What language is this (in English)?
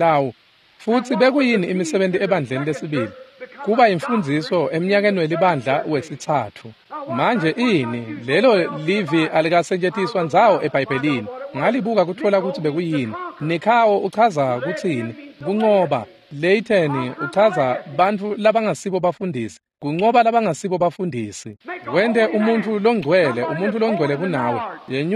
Swati